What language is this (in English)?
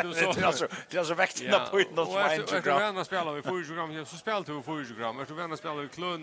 Faroese